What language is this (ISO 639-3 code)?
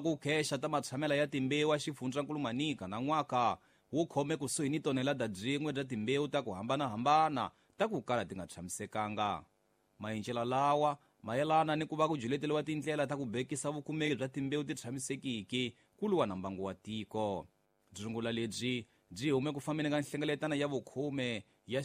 tso